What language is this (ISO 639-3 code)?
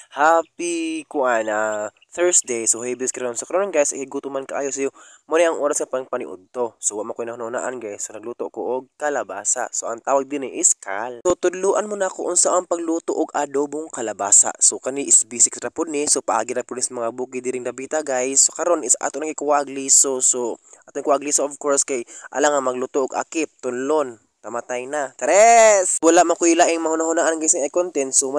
ceb